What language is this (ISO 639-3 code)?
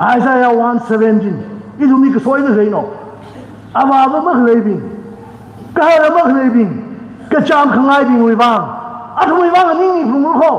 nmf